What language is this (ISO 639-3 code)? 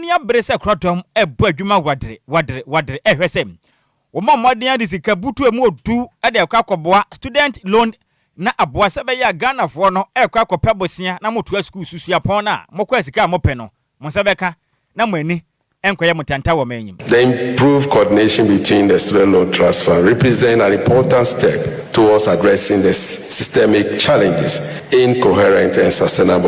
aka